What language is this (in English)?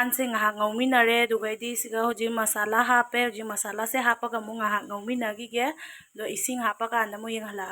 Manipuri